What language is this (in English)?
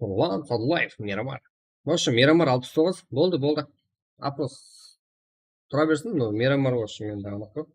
Kara-Kalpak